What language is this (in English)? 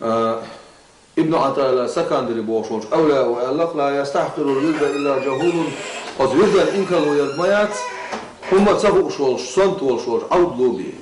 Chechen